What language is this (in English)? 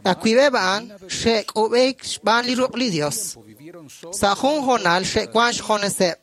Kekchí